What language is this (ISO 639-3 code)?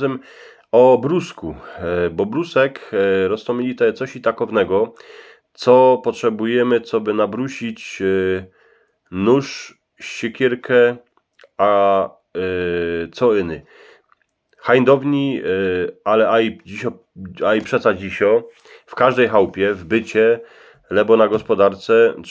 szl